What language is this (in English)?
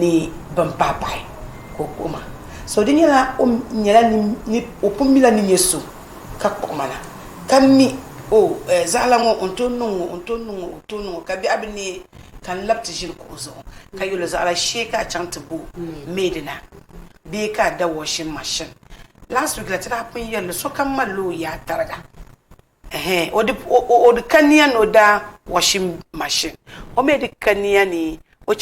Dagbani